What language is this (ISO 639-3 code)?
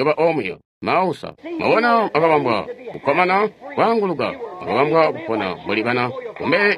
toi